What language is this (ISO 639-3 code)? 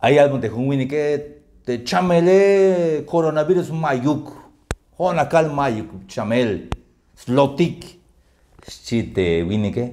tzh